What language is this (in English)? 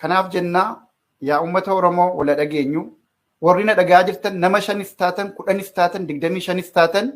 Oromo